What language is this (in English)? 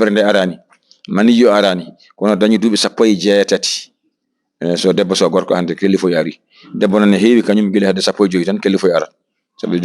Fula